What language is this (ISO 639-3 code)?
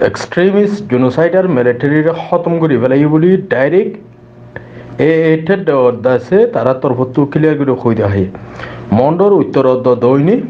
rhg